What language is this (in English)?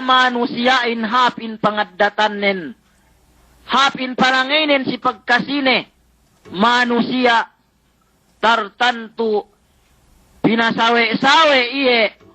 Yakan